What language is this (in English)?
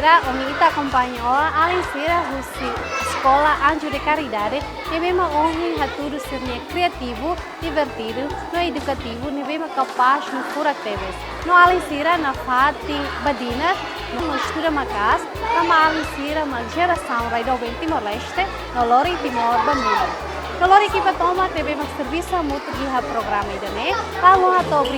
Tetum